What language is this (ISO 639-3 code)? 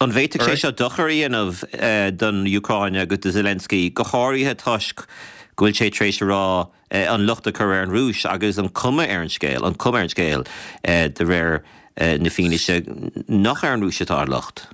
gle